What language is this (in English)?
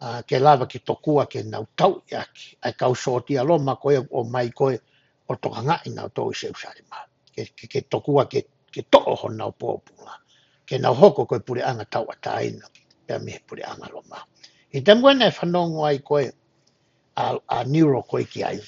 Tongan